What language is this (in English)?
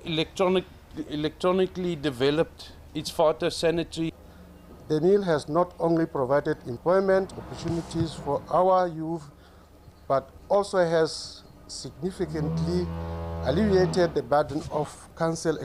Tswana